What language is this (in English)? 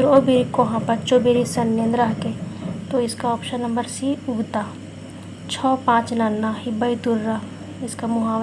Kurukh